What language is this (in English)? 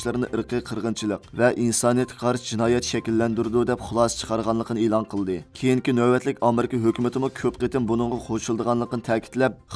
Uyghur